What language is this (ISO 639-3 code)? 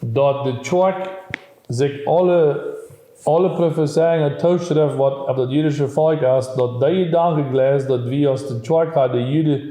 pdt